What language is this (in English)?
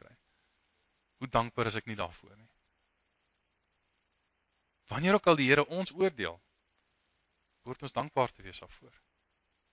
Afrikaans